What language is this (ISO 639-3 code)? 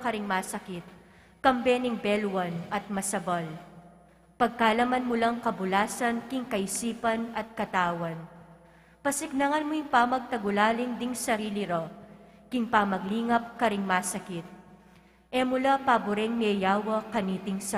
pam